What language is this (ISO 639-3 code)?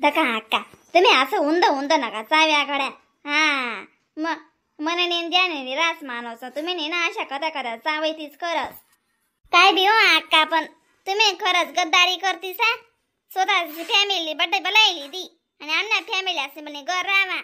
khn